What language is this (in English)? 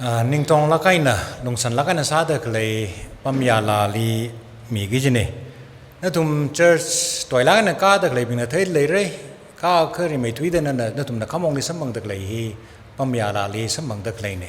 Tangkhul Naga (India)